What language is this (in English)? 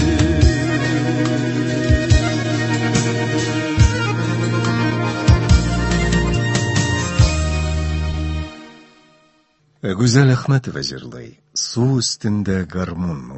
Tatar